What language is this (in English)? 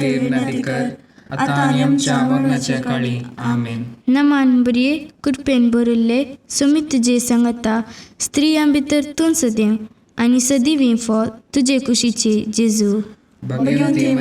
Konkani